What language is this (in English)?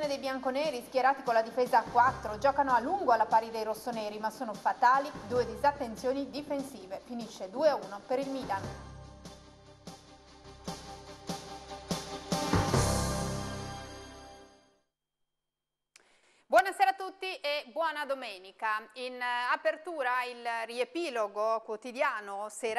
Italian